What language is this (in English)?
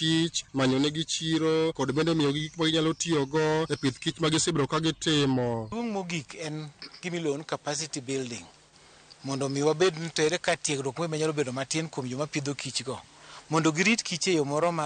Luo (Kenya and Tanzania)